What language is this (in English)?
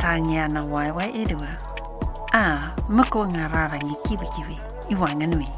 Māori